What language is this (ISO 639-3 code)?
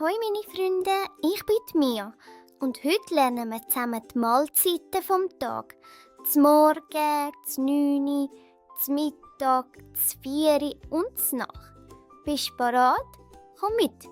gsw